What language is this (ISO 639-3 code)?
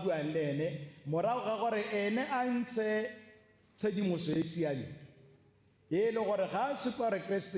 tsn